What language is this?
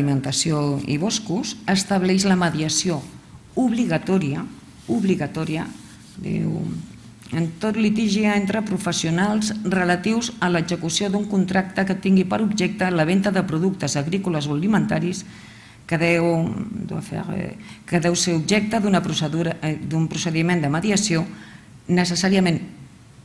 Catalan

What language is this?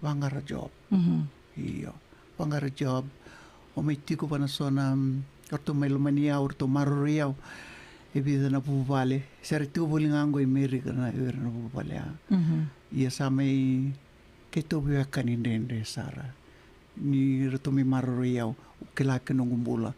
Fijian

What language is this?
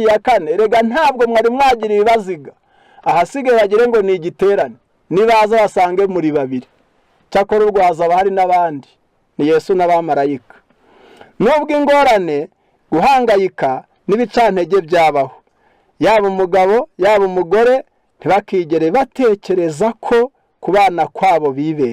Kinyarwanda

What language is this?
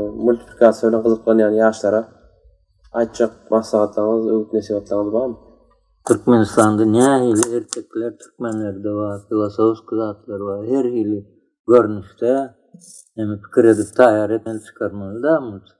Turkmen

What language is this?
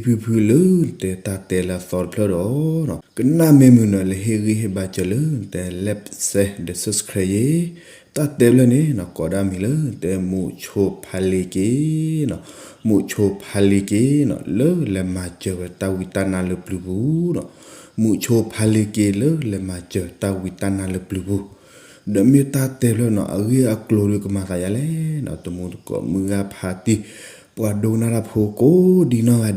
S'gaw Karen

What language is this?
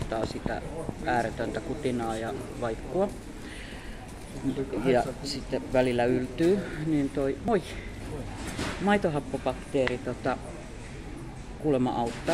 Finnish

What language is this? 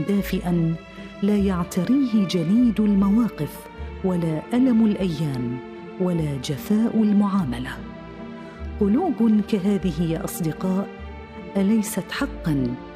Tunisian Arabic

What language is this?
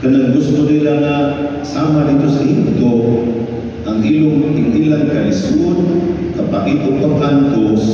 Cebuano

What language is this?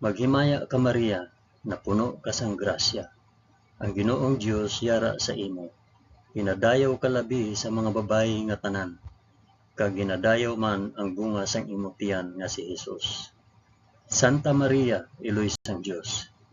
Hiligaynon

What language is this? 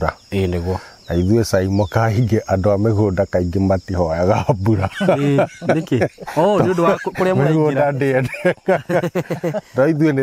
Kikuyu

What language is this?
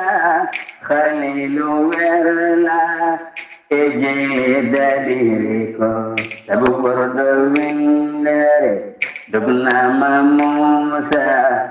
Fula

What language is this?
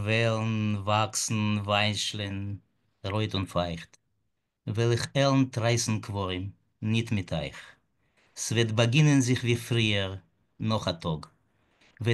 Yiddish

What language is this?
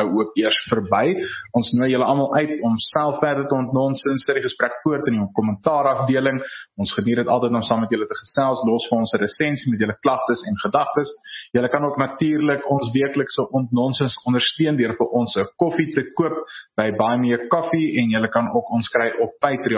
Afrikaans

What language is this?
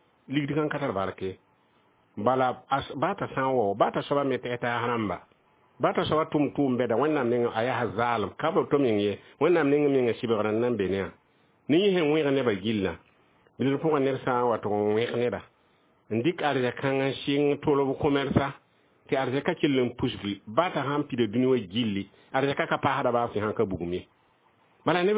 Mossi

